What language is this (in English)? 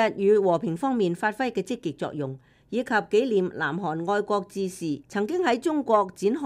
Cantonese